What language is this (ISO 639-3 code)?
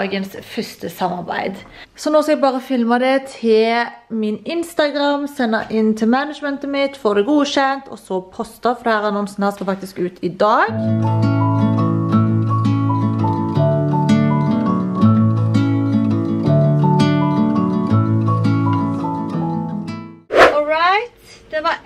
nor